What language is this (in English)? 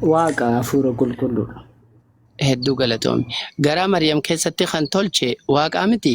Oromo